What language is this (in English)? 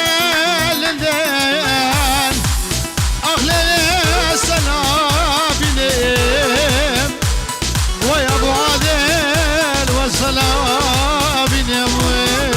Kurdish